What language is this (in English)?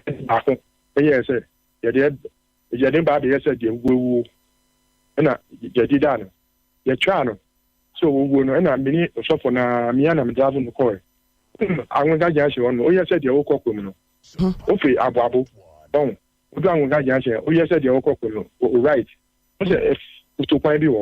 Akan